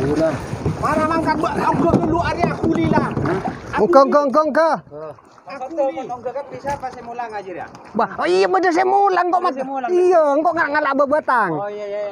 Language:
Madurese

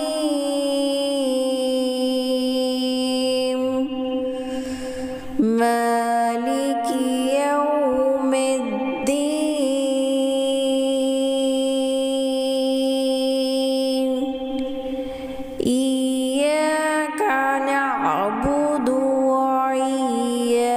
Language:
Arabic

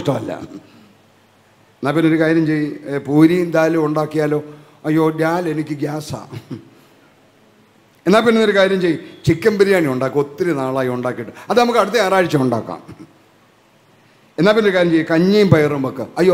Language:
Malayalam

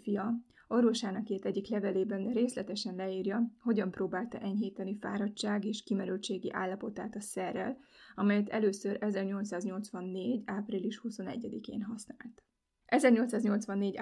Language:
Hungarian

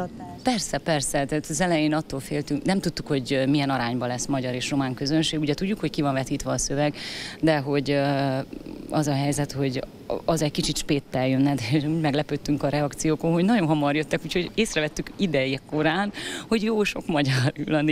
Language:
Hungarian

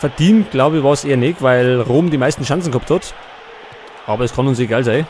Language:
Bavarian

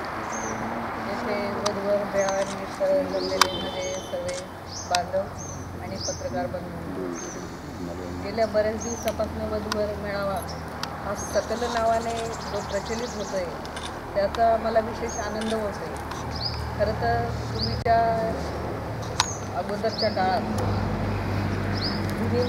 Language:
Marathi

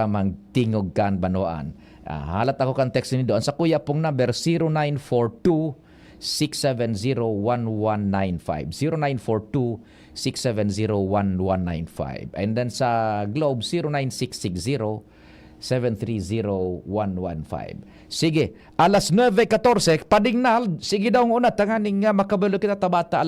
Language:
Bikol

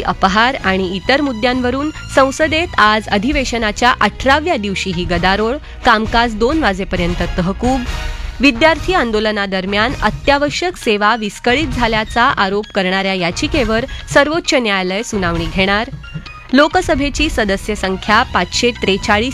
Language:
Marathi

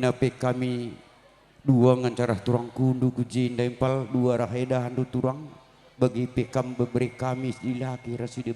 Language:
Batak Karo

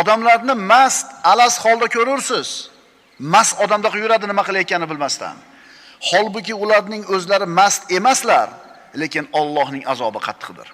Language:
Uzbek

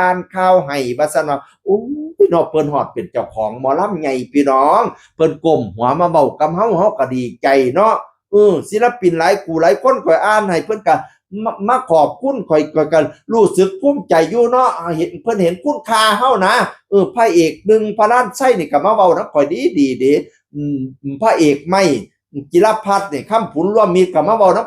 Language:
Northeastern Thai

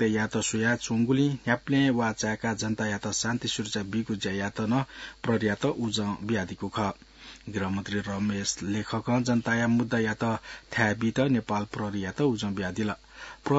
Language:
Newari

